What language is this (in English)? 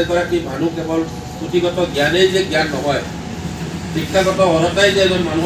Assamese